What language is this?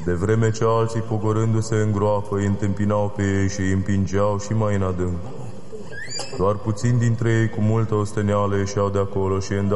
Romanian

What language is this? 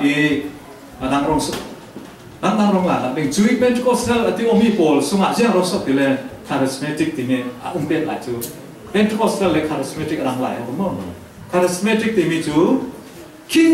Falam Chin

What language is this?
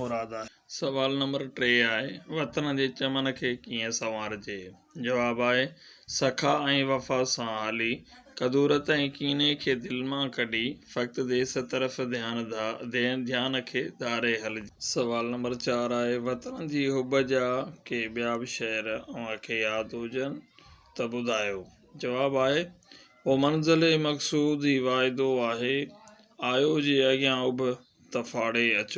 Sindhi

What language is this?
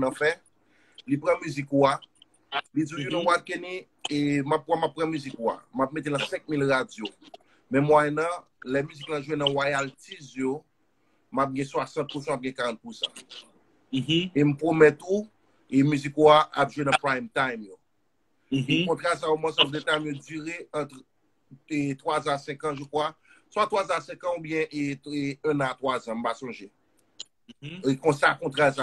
Haitian Creole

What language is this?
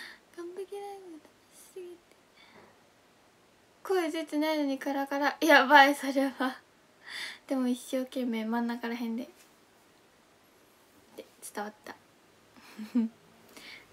Japanese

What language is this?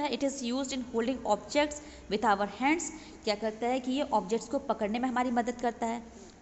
Hindi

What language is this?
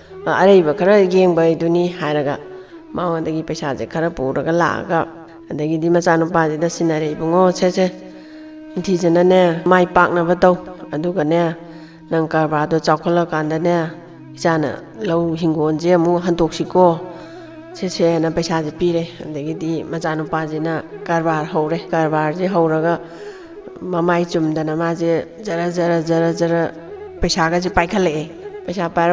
Manipuri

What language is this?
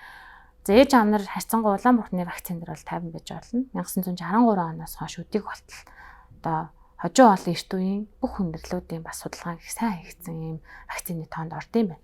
Mongolian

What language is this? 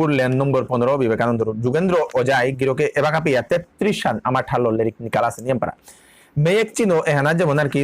Bishnupriya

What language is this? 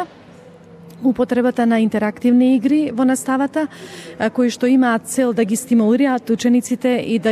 Macedonian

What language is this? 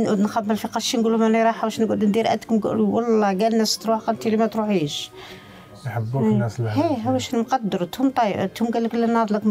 Algerian Arabic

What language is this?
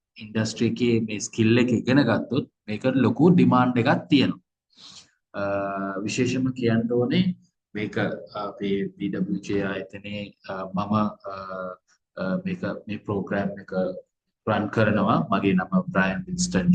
Sinhala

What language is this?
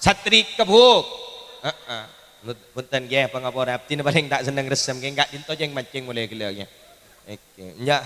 Madurese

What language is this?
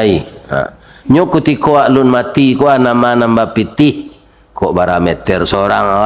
Minangkabau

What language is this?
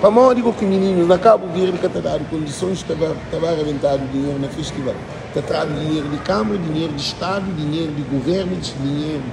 Kabuverdianu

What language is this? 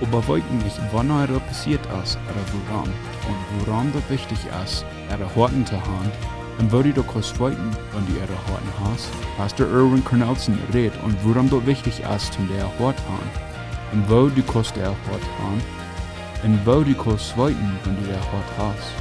Plautdietsch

